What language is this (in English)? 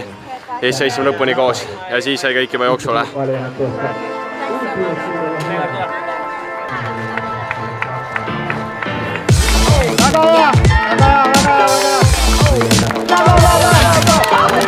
Estonian